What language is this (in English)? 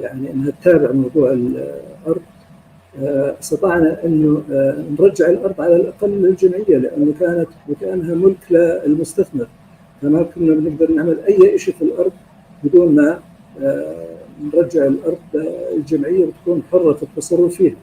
North Levantine Arabic